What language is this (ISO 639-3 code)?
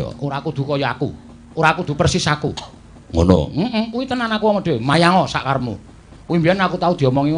jav